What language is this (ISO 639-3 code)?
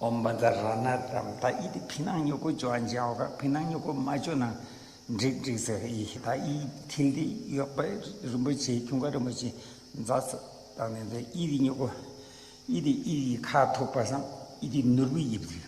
bod